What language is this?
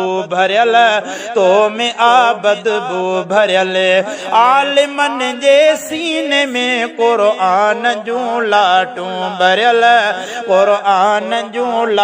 Sindhi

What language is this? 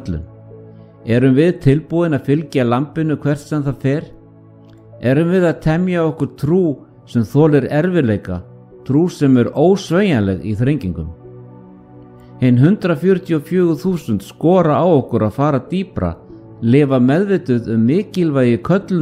Icelandic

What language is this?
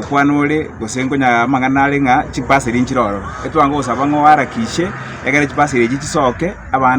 Gusii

